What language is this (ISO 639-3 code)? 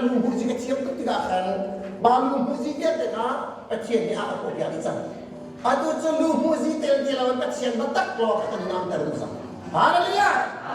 cnh